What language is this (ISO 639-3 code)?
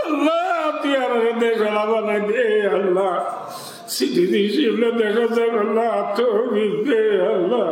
rhg